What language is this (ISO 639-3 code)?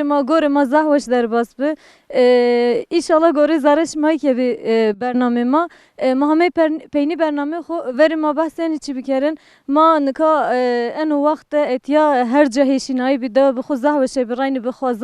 zza